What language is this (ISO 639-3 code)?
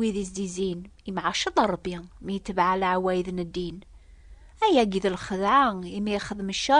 kab